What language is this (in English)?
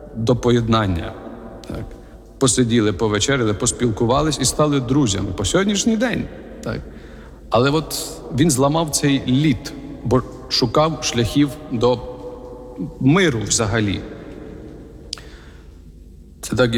Ukrainian